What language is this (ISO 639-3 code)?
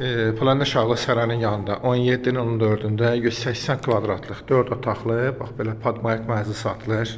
aze